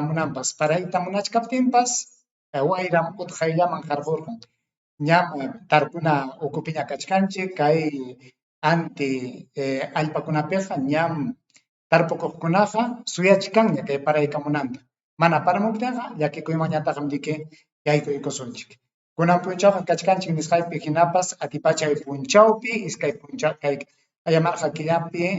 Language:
Ayacucho Quechua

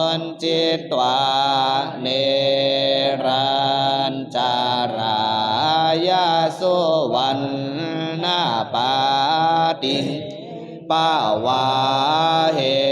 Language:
Pali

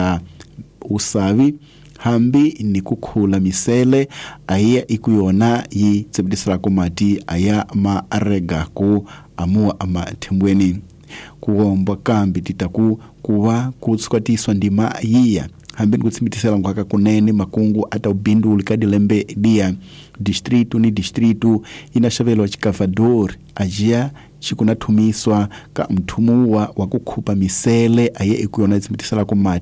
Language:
Tsonga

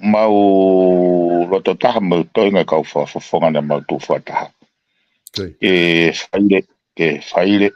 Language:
Tongan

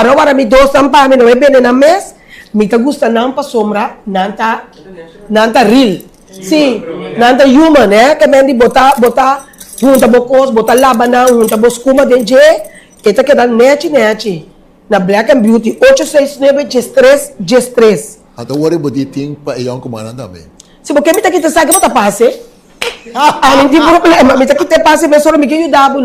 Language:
Papiamento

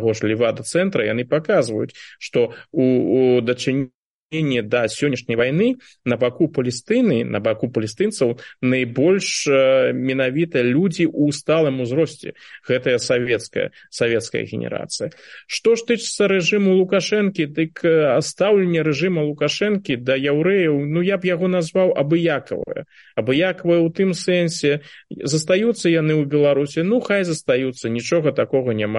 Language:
Belarusian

